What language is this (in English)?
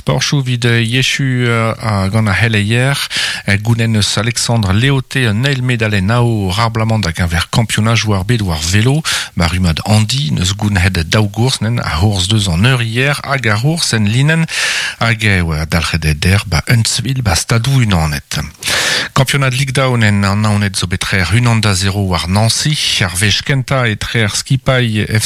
Breton